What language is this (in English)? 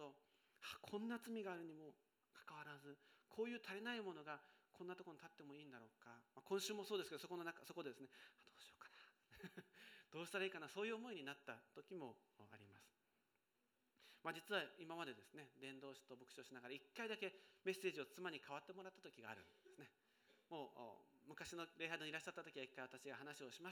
Japanese